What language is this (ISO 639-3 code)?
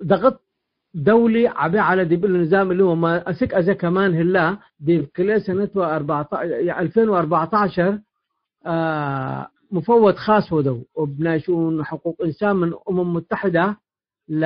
tig